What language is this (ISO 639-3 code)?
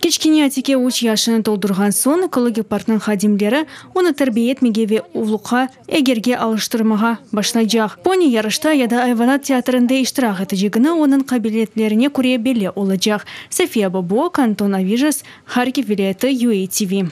crh